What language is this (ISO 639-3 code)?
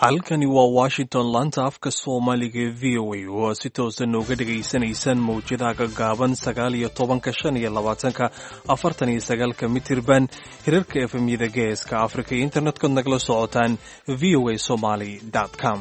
som